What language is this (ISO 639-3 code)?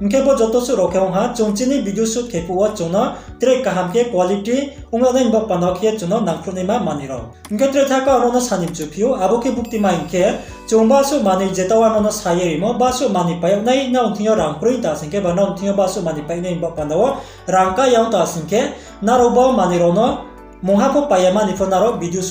ria